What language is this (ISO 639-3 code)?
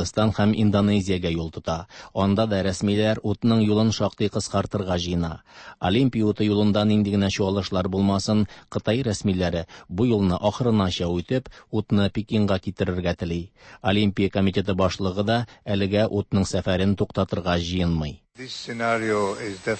tat